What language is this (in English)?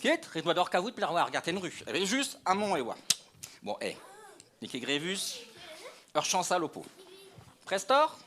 Breton